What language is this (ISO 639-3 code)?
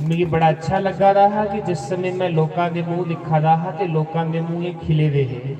doi